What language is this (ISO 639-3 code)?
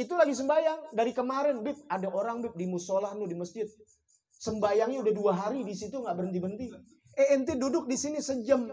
bew